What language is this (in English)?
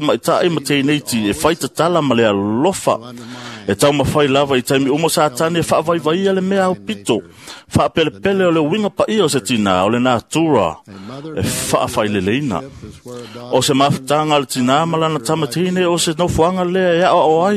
Samoan